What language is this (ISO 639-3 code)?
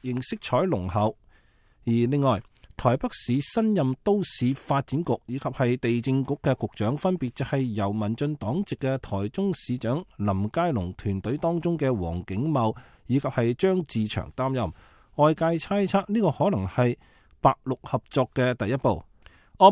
yue